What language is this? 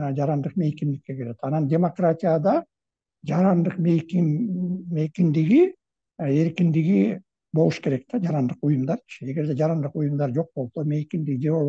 Kyrgyz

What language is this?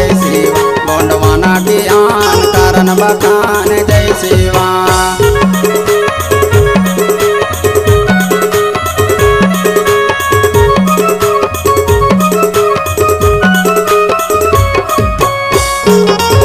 Chhattisgarhi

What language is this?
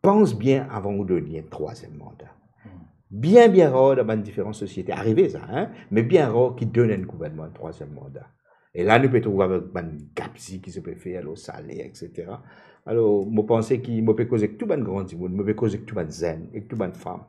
Morisyen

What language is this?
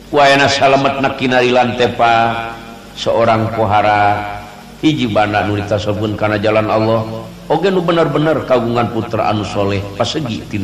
Sundanese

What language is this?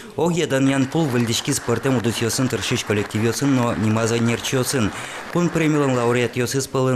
Udmurt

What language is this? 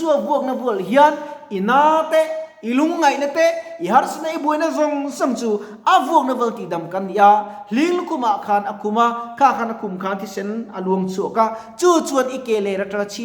Mizo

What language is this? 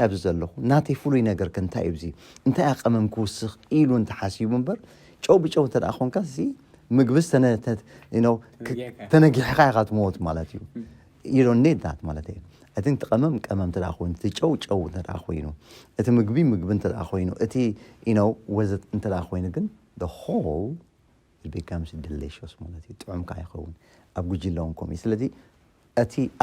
Tigrinya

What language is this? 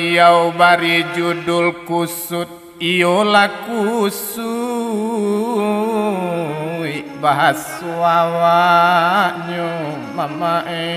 Minangkabau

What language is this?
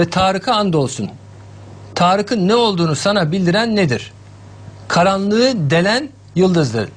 Turkish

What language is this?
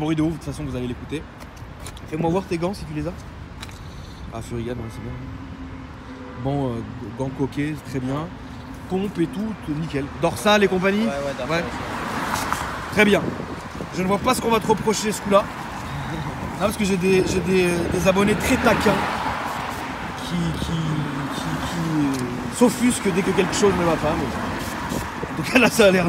French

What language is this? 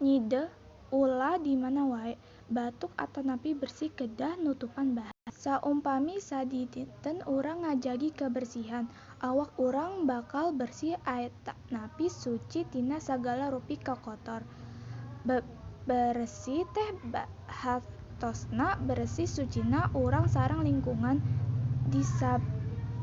Sundanese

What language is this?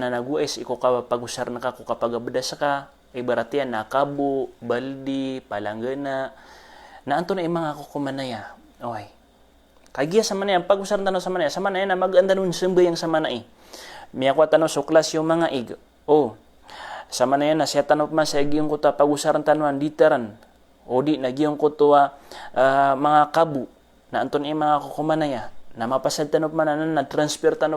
Maranao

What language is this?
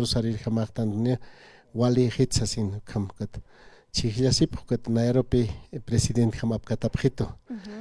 Aymara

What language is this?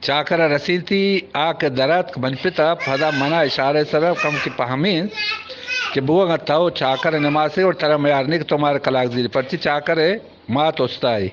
Eastern Balochi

